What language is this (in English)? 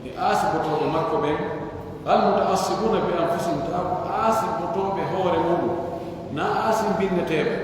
Pular